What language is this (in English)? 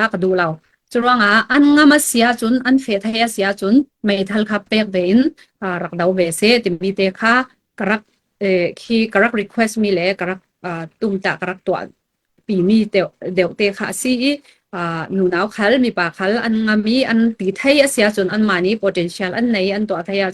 Falam Chin